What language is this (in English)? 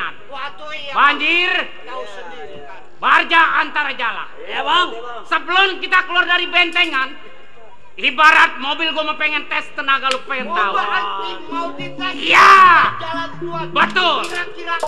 Betawi